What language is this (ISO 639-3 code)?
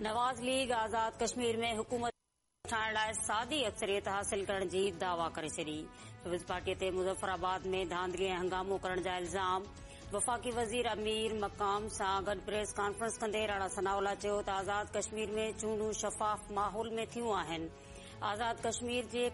snd